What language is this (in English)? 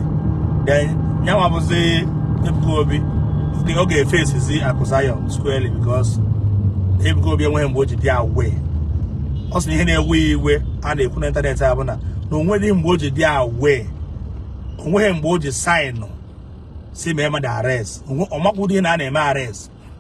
Igbo